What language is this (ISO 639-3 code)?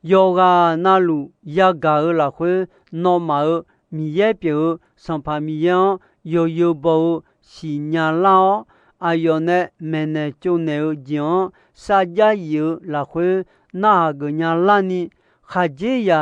ahk